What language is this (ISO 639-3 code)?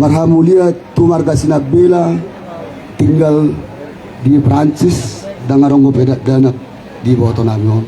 bbc